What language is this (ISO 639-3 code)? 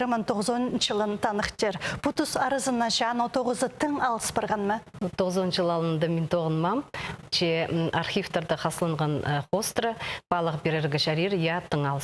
kjh